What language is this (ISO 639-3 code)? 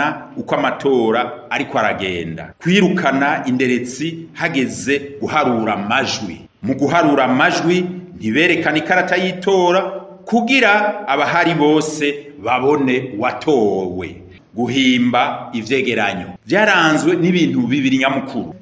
run